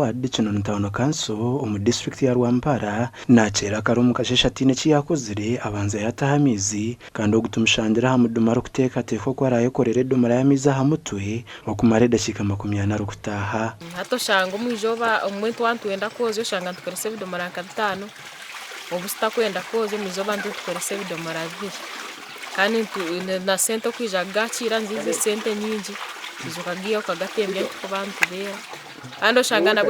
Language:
Nyankole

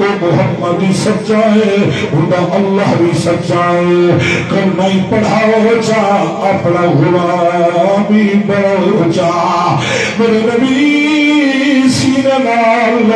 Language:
Saraiki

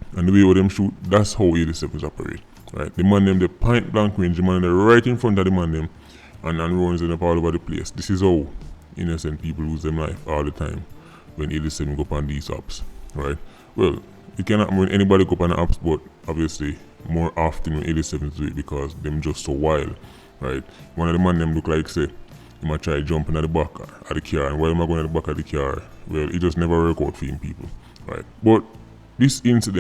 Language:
Jamaican Creole English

